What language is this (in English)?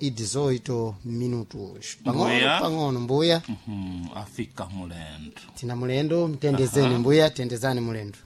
Sena